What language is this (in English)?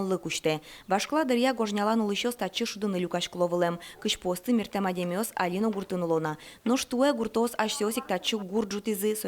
Udmurt